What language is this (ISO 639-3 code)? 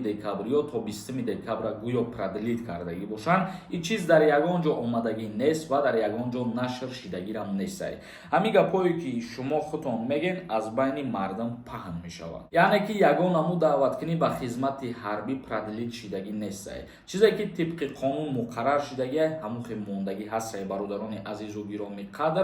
tgk